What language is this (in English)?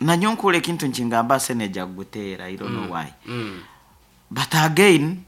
Nyoro